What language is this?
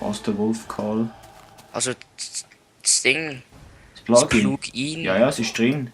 Swiss German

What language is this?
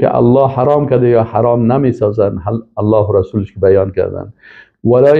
Persian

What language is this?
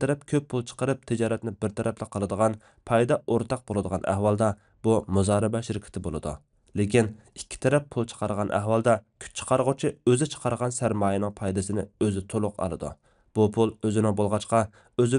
Uyghur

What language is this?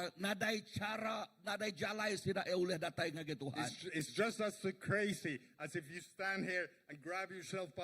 Iban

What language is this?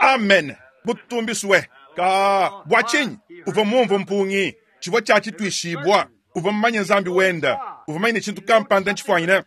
Luba-Lulua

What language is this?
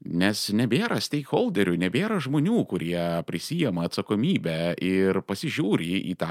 Lithuanian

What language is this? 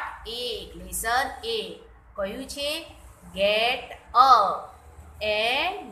Gujarati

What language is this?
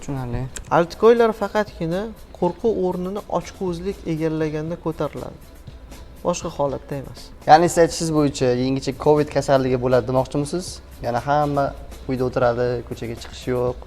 Uzbek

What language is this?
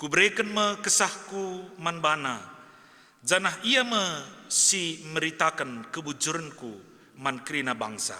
Batak Karo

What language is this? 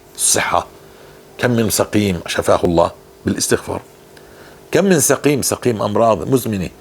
North Levantine Arabic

